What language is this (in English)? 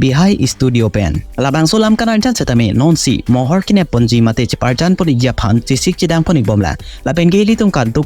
Karbi